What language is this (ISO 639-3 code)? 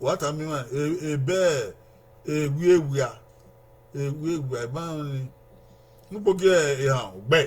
bin